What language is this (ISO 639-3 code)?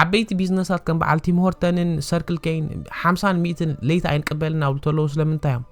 tir